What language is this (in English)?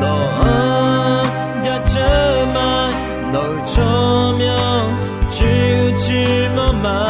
Akha